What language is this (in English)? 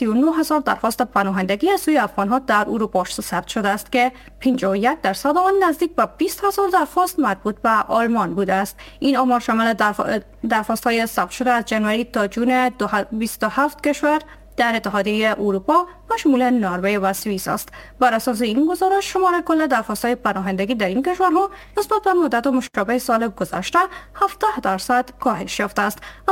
Persian